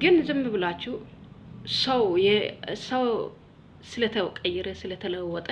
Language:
Amharic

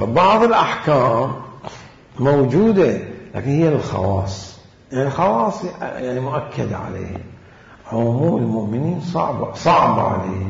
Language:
Arabic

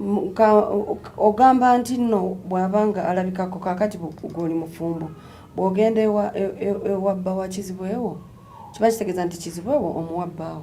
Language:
Ganda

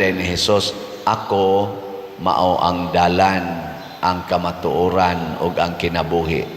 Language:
Cebuano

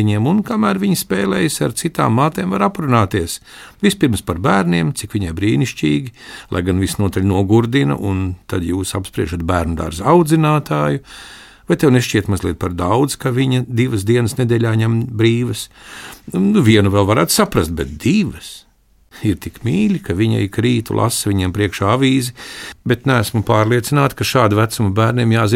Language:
Latvian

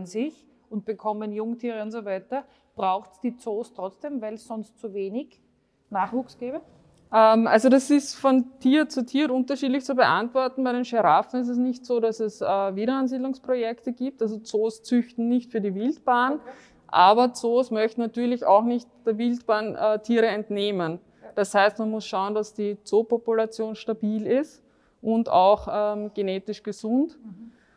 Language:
German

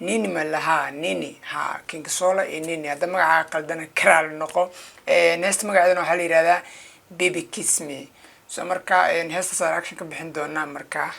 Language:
Somali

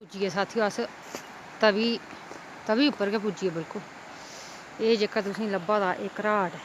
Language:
Dogri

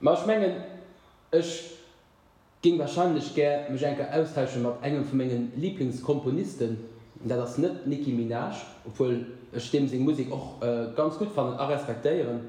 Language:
Luxembourgish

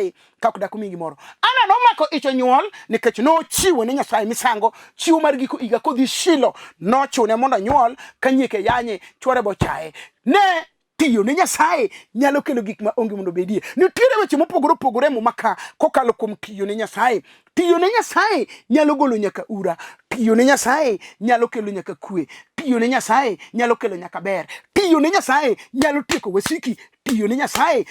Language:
Luo (Kenya and Tanzania)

